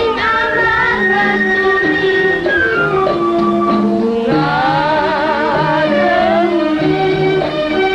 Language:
Malay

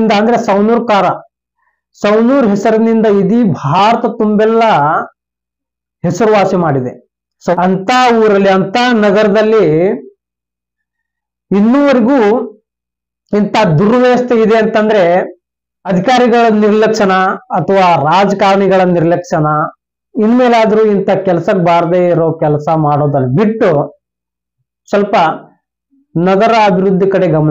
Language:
Kannada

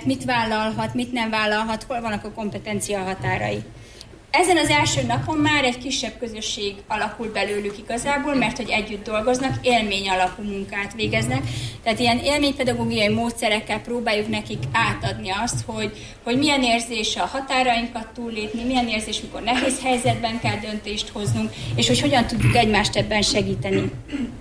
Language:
Hungarian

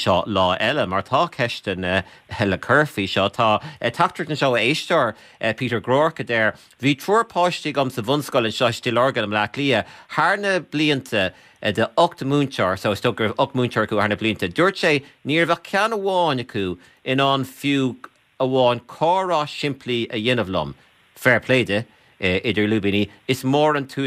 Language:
Irish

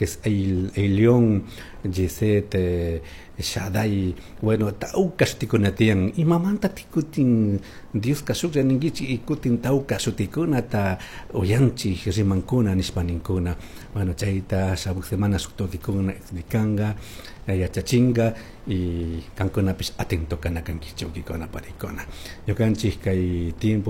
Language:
Chimborazo Highland Quichua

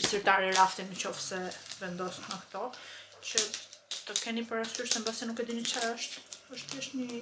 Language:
Albanian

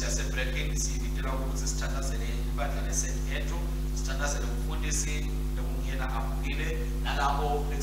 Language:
Swati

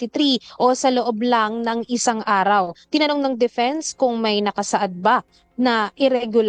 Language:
Filipino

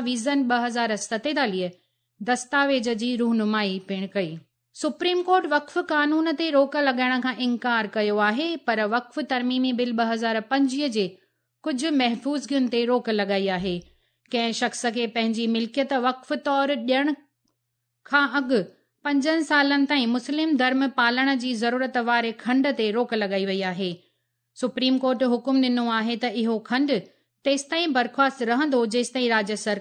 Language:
Sindhi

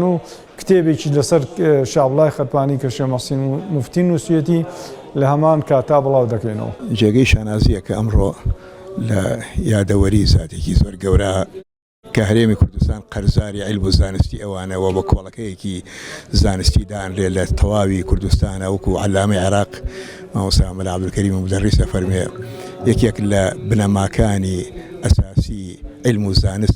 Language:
Central Kurdish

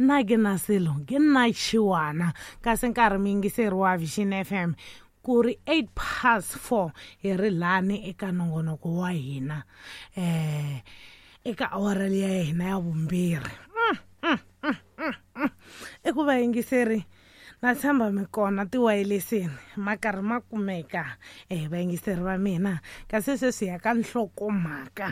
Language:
Tsonga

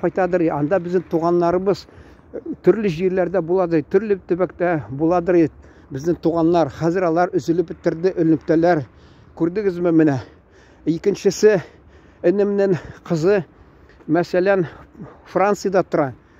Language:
Tatar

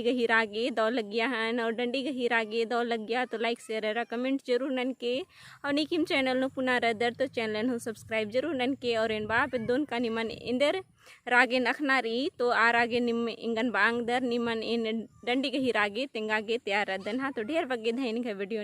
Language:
Kurukh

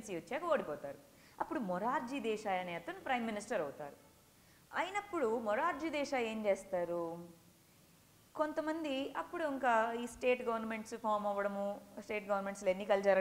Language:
Telugu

